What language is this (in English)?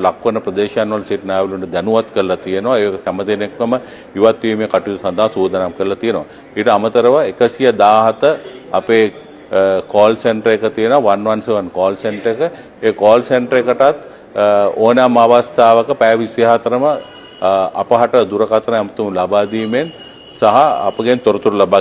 Sinhala